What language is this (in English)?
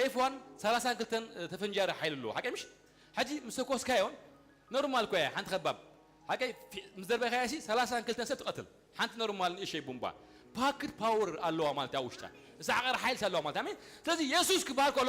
Tigrinya